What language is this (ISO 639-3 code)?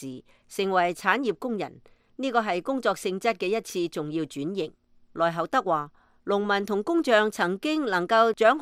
yue